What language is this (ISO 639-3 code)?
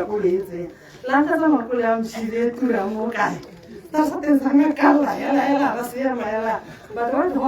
tsn